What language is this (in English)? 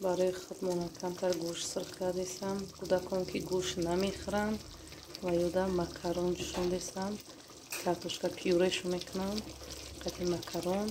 Tajik